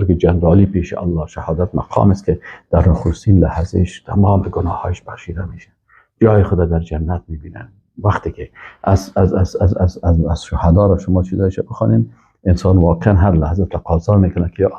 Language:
Persian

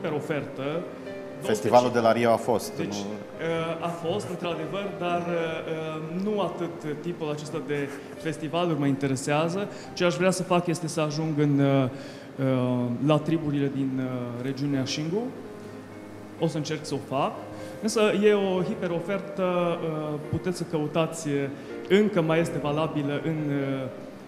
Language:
Romanian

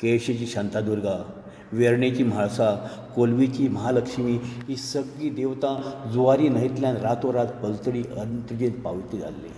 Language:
Konkani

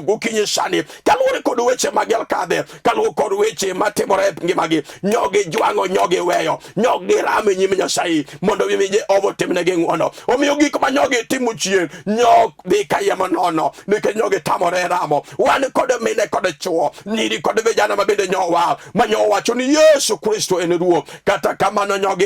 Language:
Luo (Kenya and Tanzania)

